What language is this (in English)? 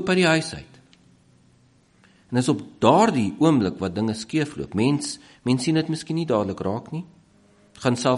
Afrikaans